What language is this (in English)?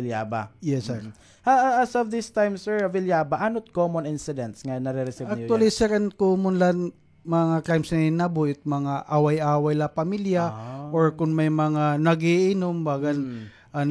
Waray